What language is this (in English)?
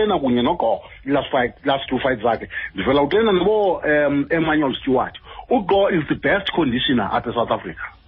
Xhosa